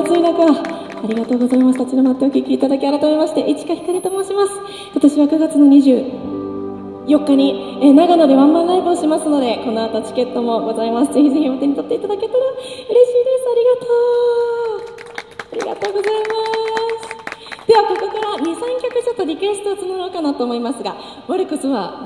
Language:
Japanese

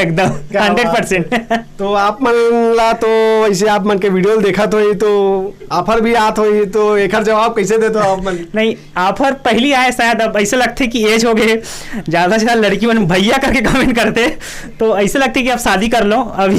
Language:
Chhattisgarhi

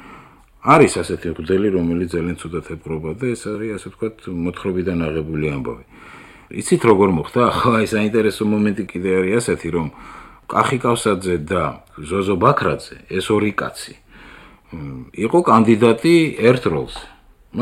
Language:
Georgian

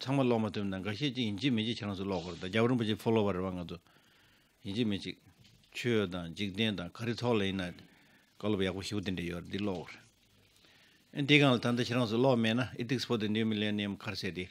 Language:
Tibetan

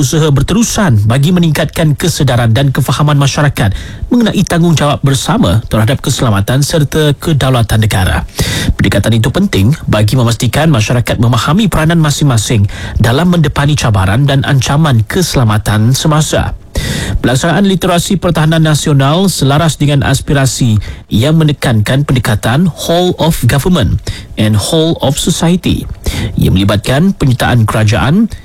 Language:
Malay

